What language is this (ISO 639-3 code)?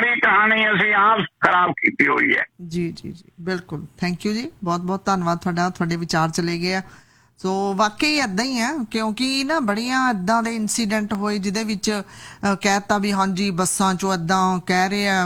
pan